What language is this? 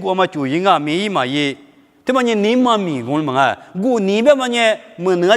Lisu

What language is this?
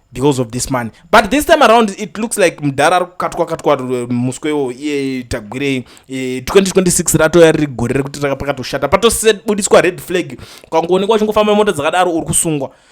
Shona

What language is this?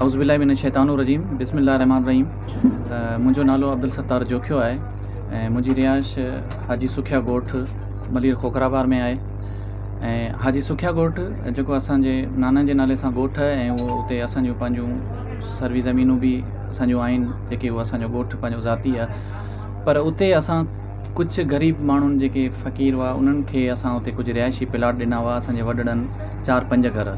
Sindhi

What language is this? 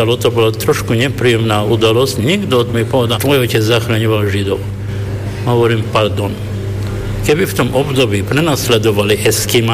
Slovak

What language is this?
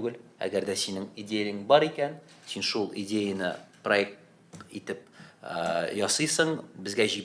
Tatar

